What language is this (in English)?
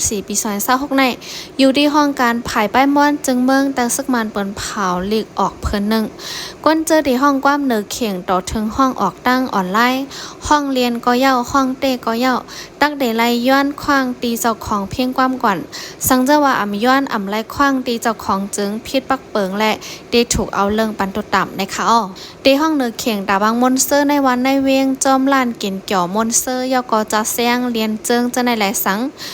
Shan